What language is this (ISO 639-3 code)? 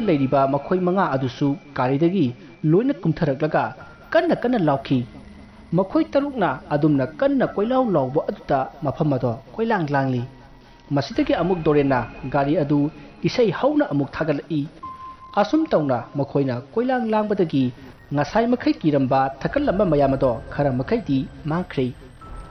mni